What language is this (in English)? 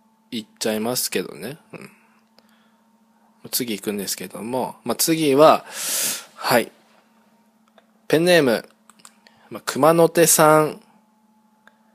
Japanese